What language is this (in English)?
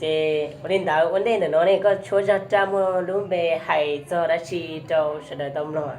Hmong